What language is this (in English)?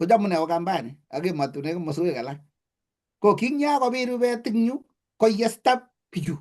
Kalenjin